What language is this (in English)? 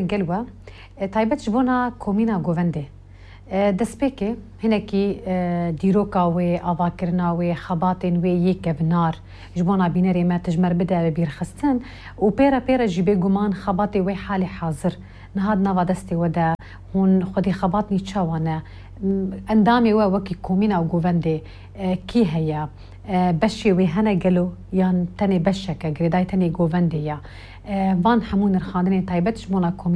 Kurdish